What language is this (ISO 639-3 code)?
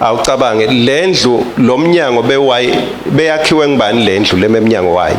ssw